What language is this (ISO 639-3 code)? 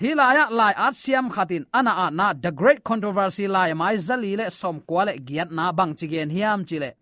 ctd